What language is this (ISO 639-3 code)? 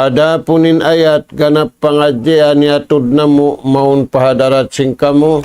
tsg